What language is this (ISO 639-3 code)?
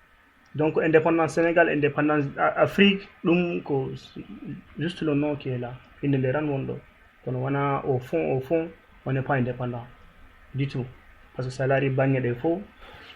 ful